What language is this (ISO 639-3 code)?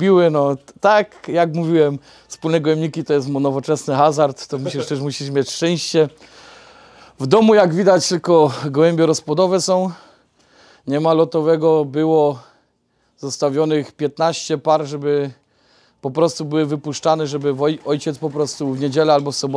pol